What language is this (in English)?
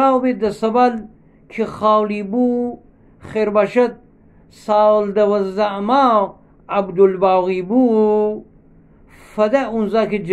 Gilaki